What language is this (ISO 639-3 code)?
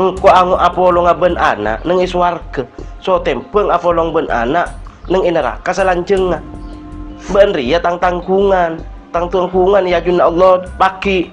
mad